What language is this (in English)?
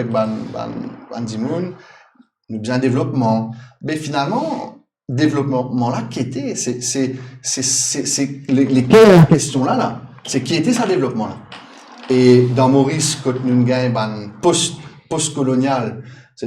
Morisyen